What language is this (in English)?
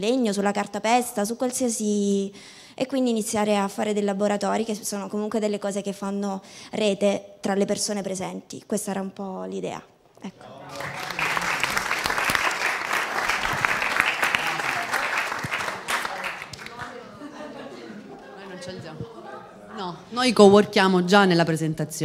Italian